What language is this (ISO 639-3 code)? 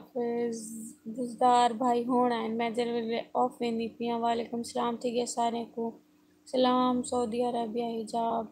skr